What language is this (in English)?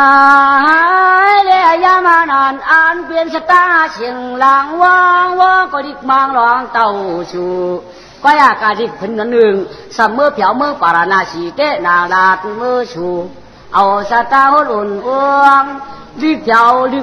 Shan